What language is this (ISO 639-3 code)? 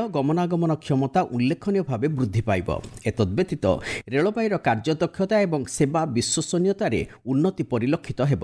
ori